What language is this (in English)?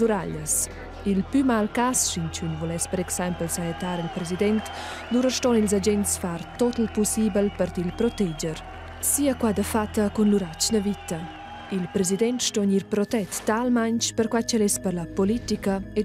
Romansh